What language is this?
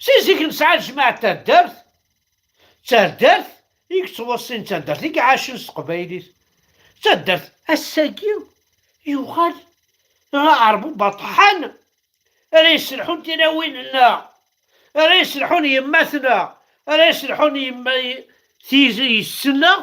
Kabyle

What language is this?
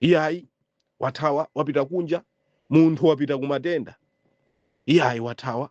Nyanja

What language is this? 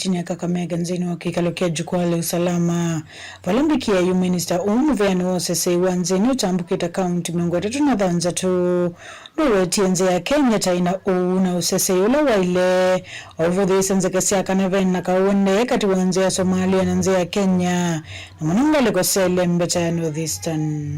Kamba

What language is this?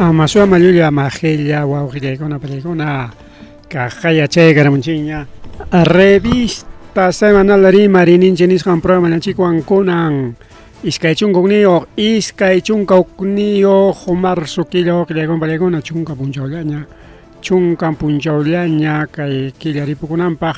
Ayacucho Quechua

